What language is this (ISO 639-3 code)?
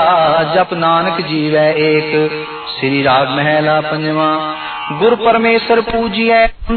pan